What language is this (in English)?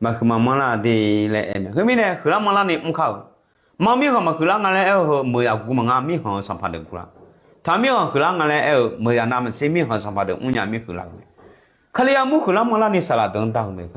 Akha